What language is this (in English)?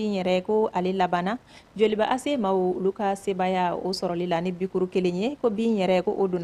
Bambara